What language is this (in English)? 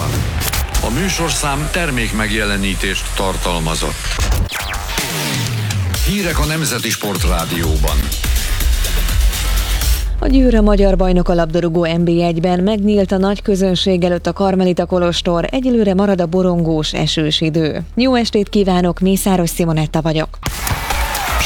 Hungarian